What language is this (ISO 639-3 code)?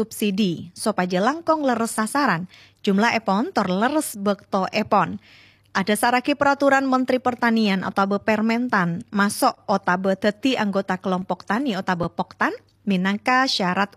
mad